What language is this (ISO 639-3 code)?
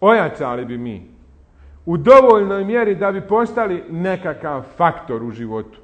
bos